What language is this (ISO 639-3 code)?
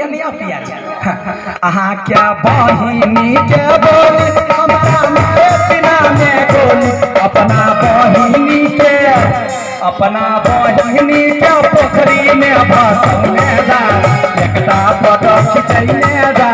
mai